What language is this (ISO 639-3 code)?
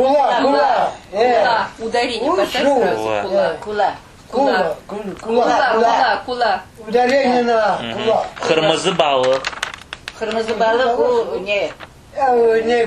crh